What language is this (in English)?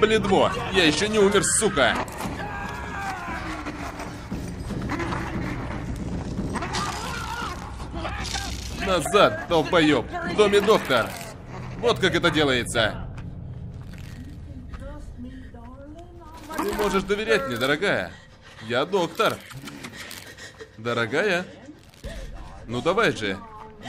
Russian